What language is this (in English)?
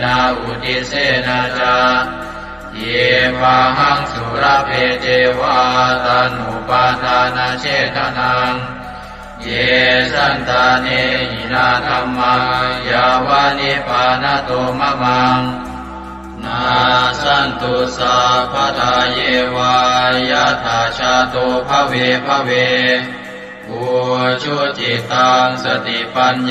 Pali